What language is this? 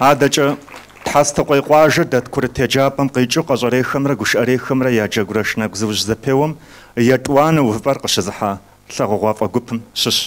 Kabardian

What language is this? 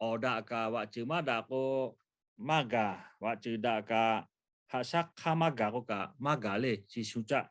Lahu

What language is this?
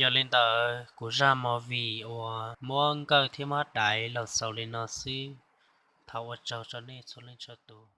Hmong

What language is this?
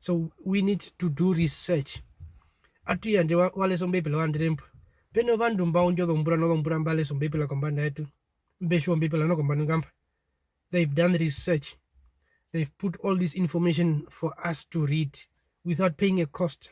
Herero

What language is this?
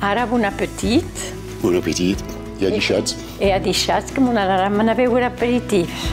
Occitan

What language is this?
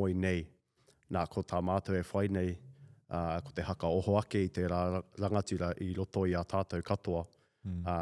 Māori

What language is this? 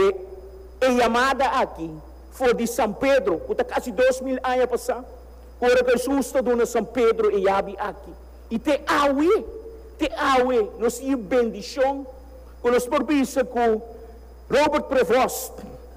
Papiamento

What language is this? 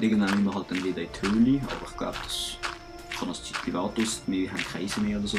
Swiss German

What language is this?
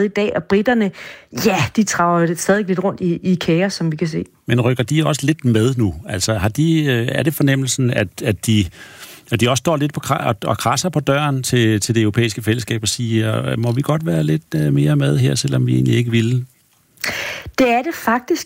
Danish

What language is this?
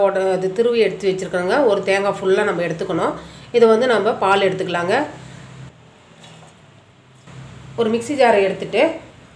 Tamil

